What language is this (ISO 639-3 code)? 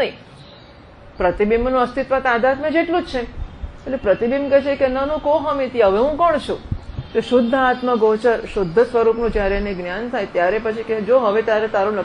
guj